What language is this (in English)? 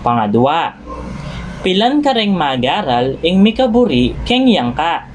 Pampanga